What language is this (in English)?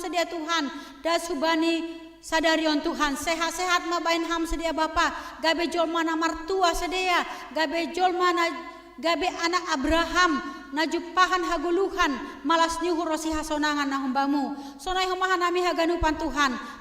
Batak Simalungun